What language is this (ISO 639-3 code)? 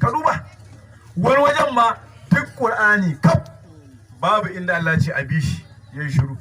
hau